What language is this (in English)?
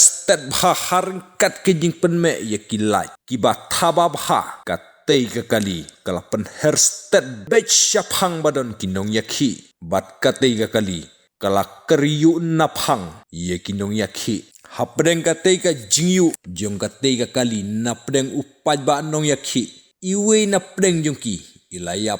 Khasi